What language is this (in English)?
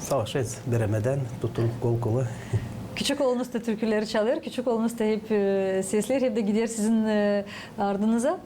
Gagauz